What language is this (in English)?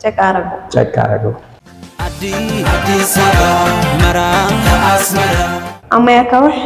Tigrinya